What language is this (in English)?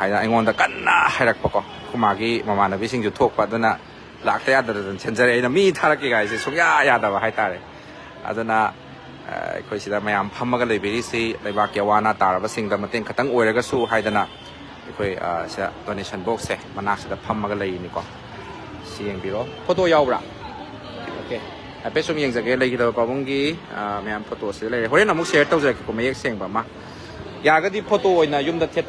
Manipuri